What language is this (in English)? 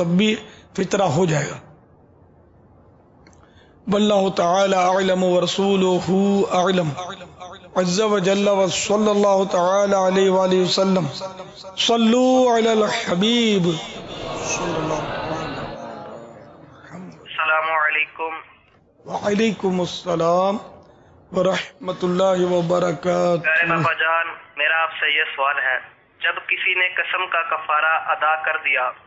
Urdu